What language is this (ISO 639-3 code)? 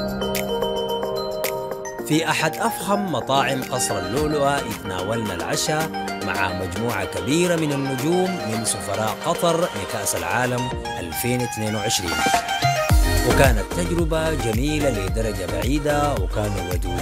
ara